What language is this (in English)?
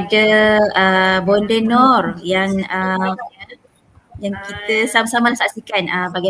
Malay